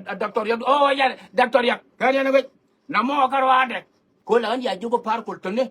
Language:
Nuer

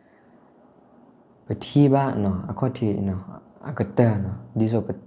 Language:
S'gaw Karen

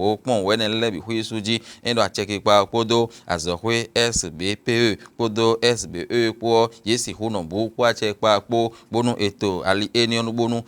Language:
Fon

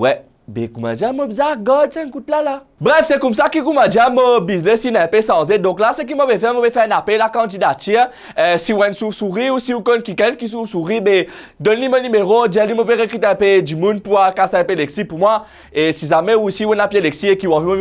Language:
Morisyen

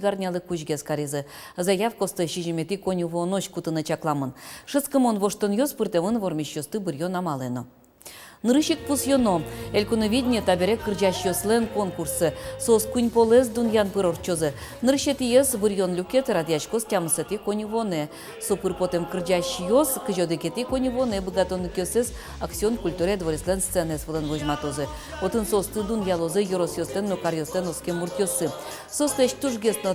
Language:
Udmurt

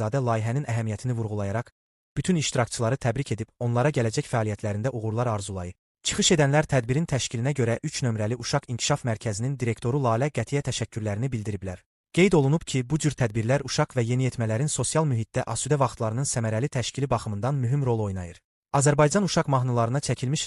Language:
Azerbaijani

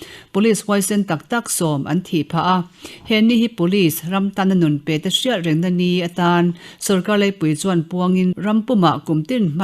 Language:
Mizo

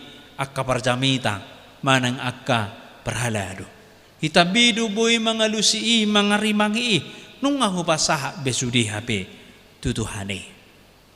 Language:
Batak Toba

